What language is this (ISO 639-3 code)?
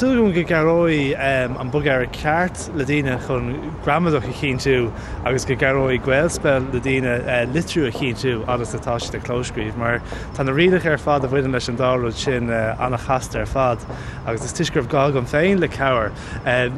gle